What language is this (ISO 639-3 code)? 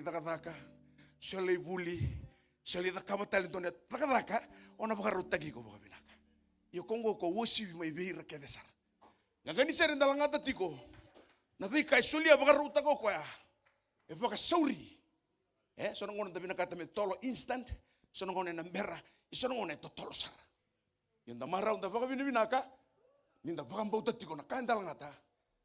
fij